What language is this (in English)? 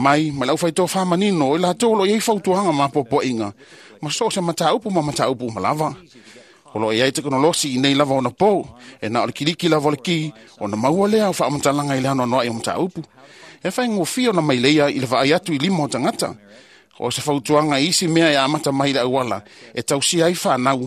Samoan